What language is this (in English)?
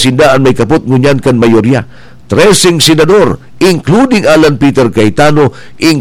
Bikol